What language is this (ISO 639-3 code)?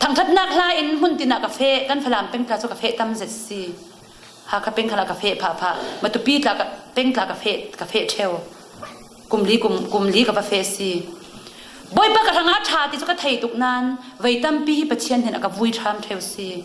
cfm